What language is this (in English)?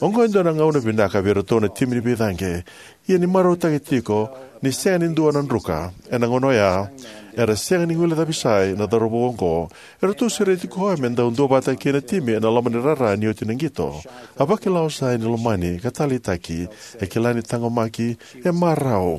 Fijian